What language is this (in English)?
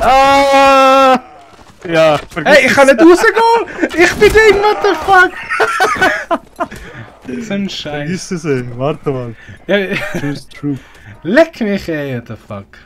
Swiss German